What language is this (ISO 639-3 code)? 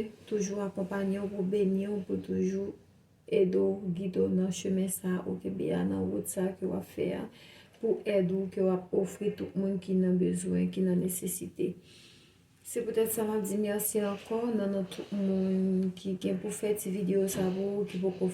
hat